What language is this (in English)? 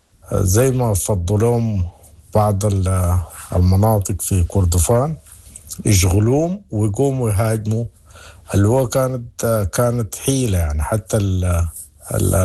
Sudanese Arabic